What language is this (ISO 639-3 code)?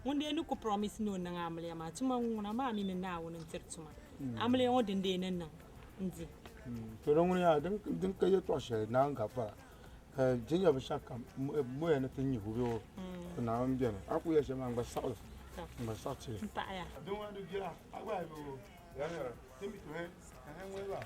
dag